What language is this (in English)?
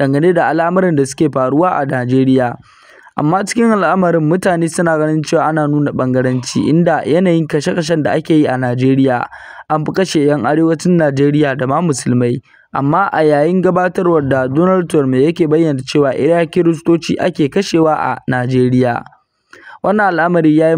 Hausa